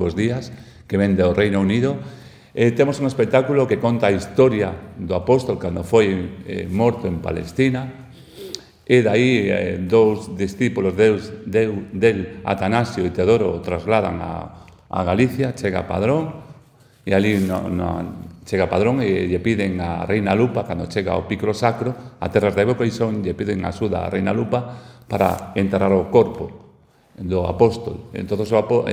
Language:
Galician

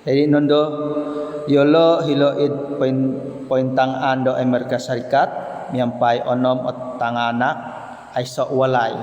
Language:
Central Dusun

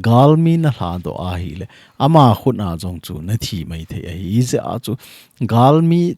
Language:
Thado Chin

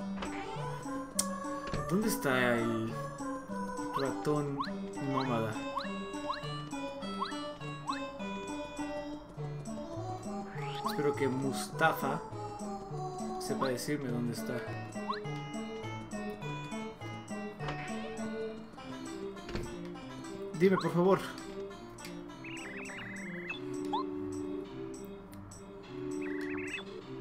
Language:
Spanish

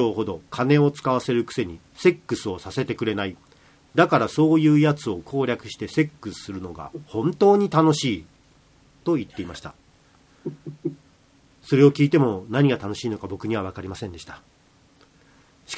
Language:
Japanese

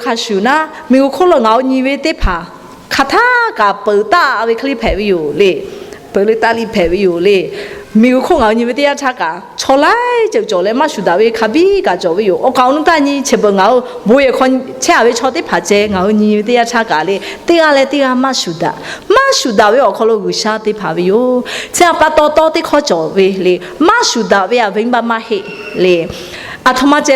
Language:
Lahu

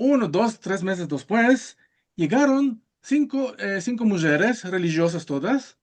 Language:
Ladino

